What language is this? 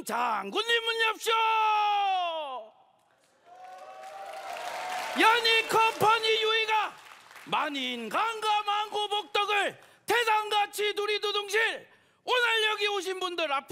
Korean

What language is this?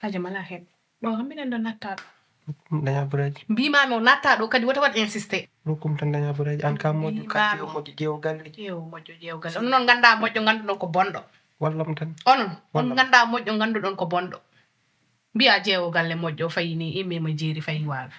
Fula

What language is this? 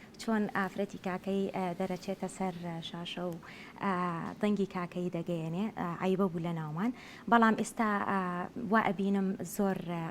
Central Kurdish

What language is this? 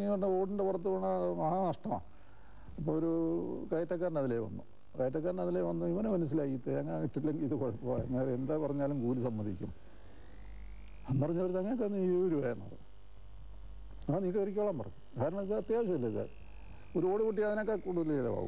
Malayalam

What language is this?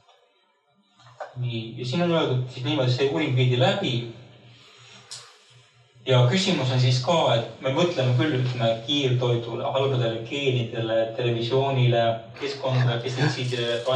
Estonian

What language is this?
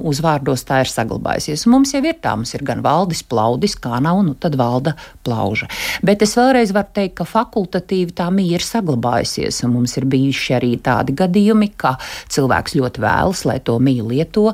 Latvian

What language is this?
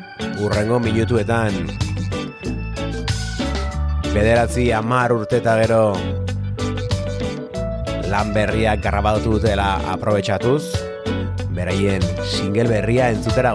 Basque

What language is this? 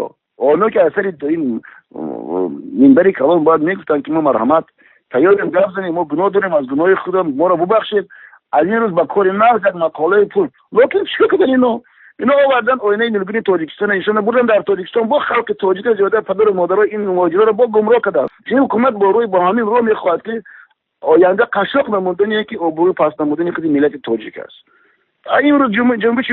Tajik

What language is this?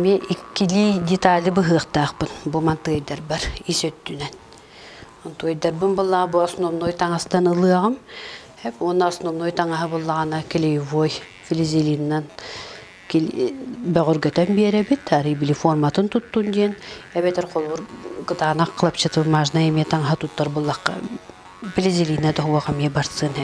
Yakut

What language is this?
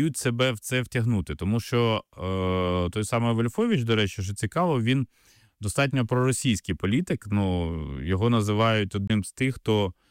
Ukrainian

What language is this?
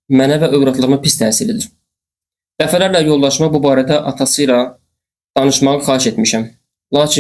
Azerbaijani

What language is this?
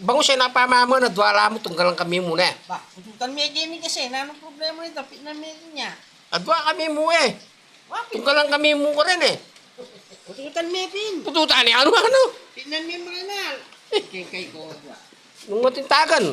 Pampanga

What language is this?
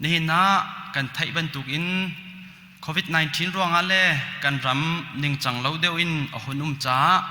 Hakha Chin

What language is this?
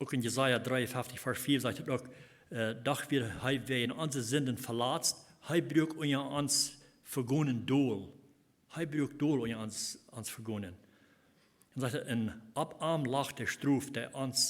Plautdietsch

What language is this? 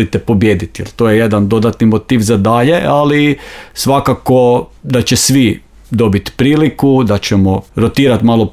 Croatian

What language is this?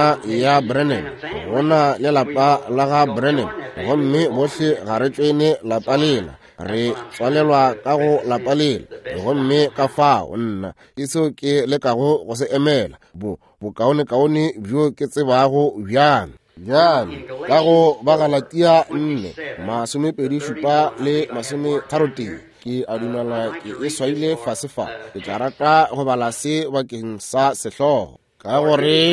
Northern Sotho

